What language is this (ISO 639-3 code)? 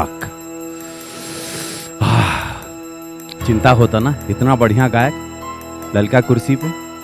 bho